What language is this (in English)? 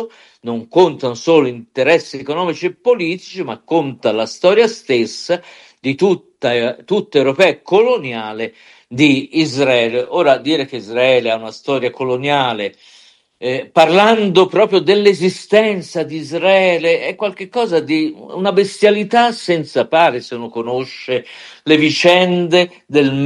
Italian